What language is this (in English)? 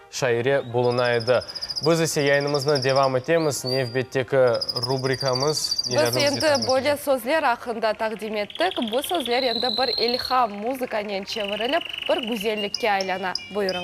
Crimean Tatar